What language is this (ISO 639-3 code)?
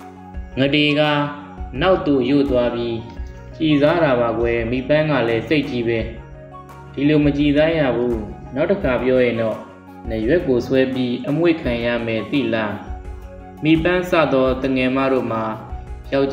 mya